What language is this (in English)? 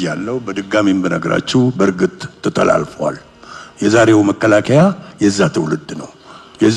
Amharic